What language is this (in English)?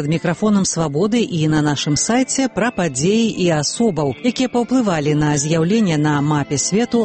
Belarusian